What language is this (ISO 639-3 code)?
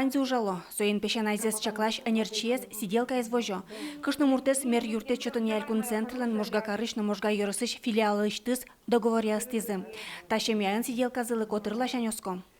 udm